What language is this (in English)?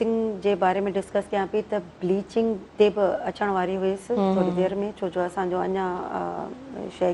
Sindhi